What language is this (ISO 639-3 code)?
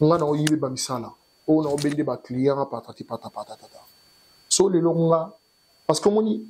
lin